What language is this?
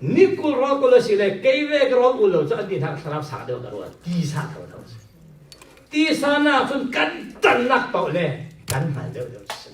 Falam Chin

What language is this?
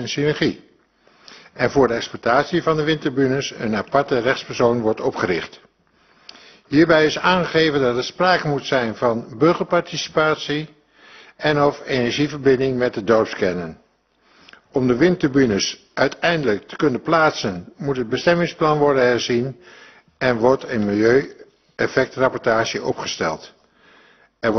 Dutch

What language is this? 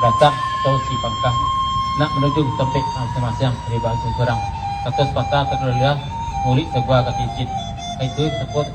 Minangkabau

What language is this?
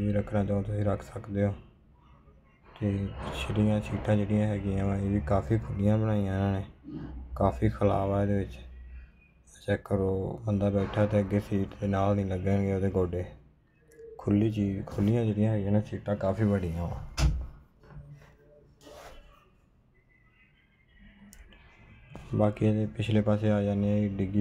Punjabi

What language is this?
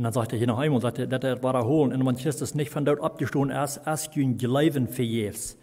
Plautdietsch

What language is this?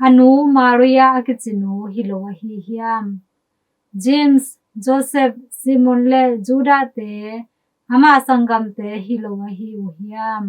Tedim Chin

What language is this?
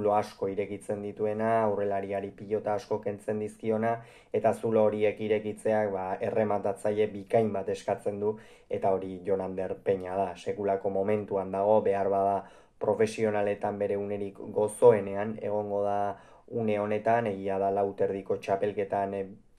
Basque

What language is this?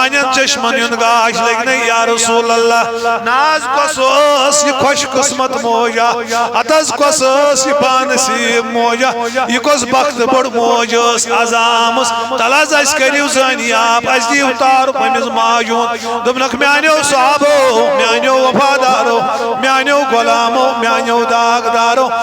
Kashmiri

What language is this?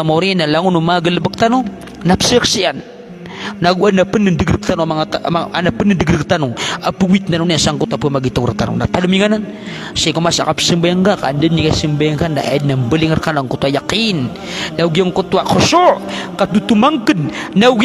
Maranao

